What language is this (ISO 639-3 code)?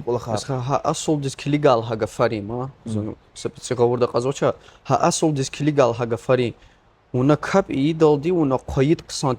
lez